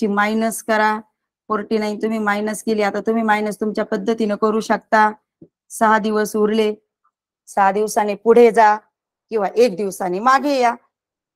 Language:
Marathi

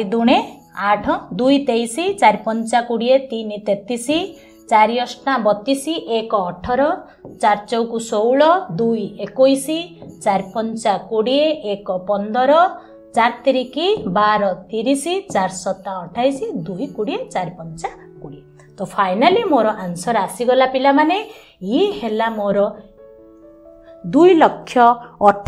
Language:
Odia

